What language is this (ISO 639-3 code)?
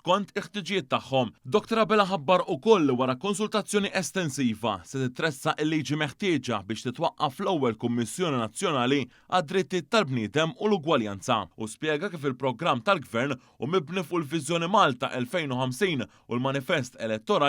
mlt